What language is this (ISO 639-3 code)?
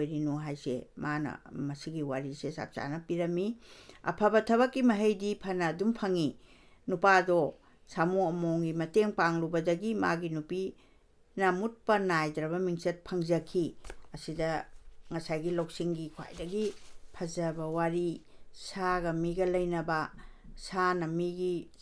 mni